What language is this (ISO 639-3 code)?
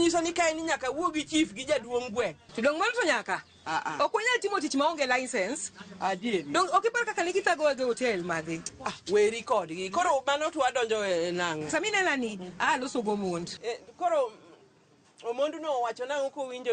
luo